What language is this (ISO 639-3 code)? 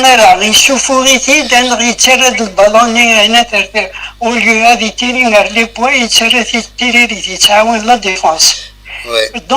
kab